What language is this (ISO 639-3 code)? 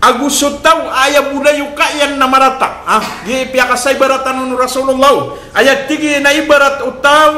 mrw